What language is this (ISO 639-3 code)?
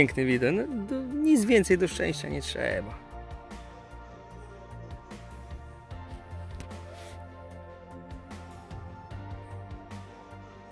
pol